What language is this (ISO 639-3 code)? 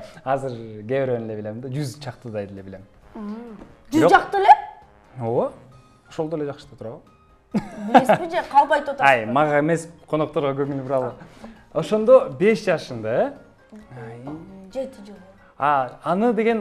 kir